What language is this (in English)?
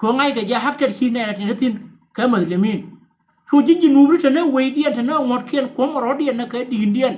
Nuer